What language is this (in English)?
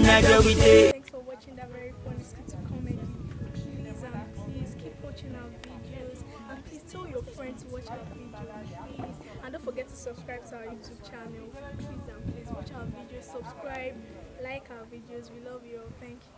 Nigerian Pidgin